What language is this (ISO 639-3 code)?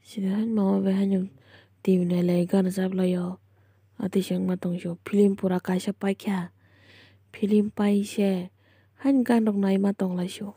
trp